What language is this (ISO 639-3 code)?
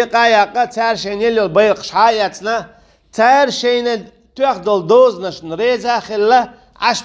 che